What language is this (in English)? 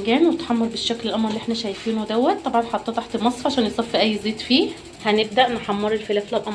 Egyptian Arabic